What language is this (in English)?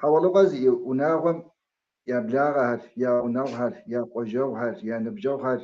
Kabardian